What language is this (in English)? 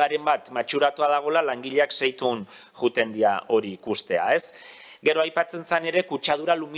Basque